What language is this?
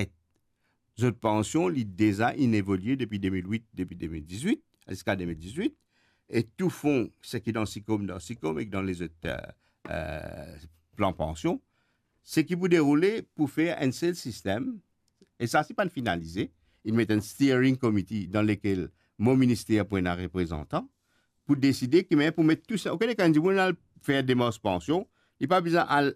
Morisyen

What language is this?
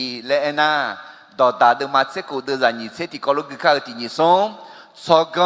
Akha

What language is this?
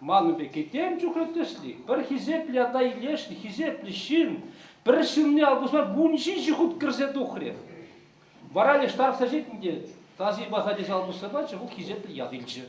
Chuvash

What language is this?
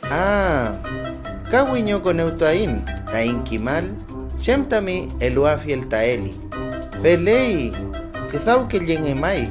Mapuche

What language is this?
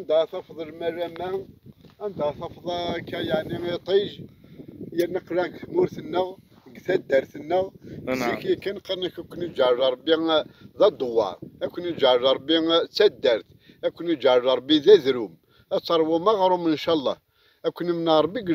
Kabyle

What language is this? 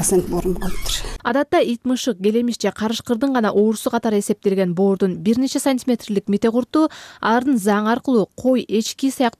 Kyrgyz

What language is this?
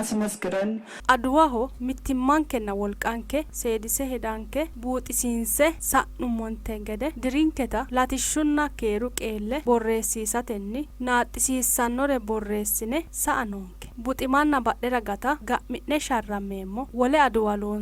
Sidamo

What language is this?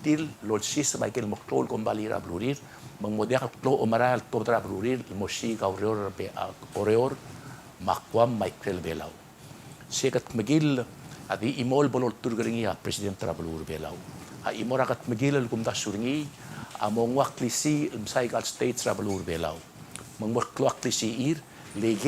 Palauan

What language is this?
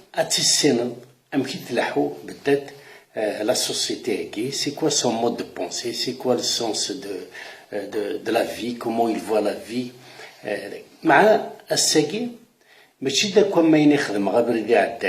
Kabyle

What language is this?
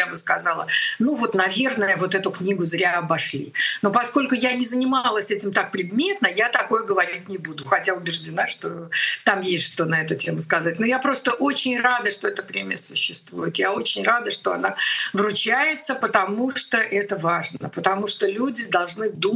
Russian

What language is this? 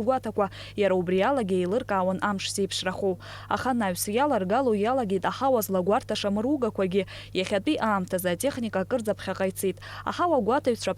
Abkhazian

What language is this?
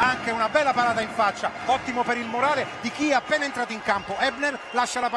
Italian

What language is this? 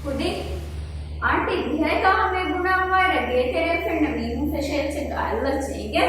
Divehi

